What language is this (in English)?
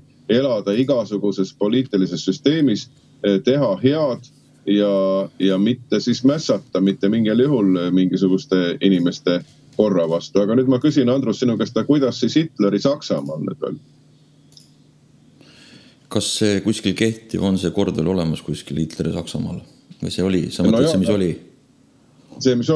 Estonian